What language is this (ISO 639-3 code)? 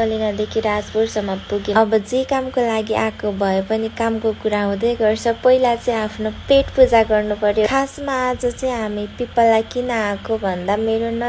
nep